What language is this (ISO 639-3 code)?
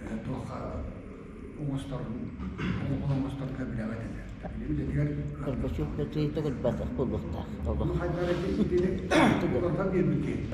sah